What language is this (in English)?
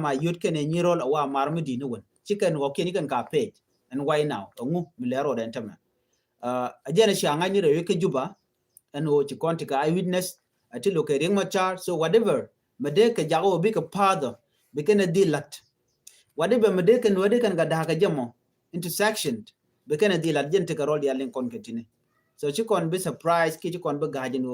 Nuer